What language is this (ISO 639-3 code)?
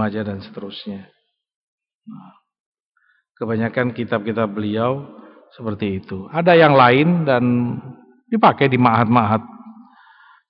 ind